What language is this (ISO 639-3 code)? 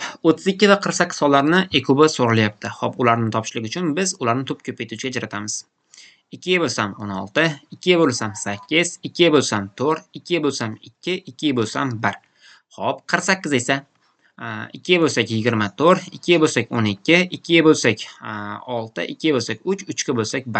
uzb